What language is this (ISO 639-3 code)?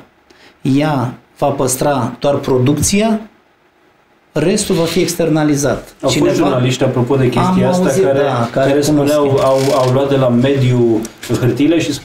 ron